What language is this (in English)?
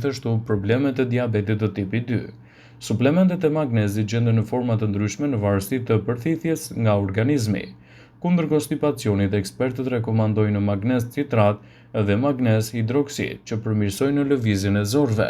Albanian